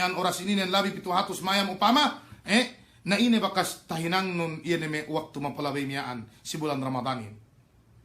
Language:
Yakan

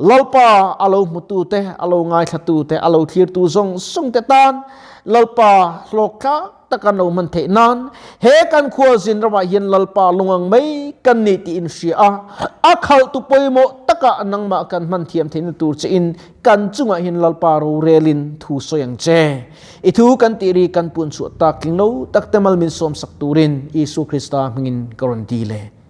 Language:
Mizo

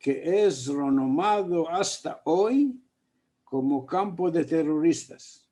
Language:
Ladino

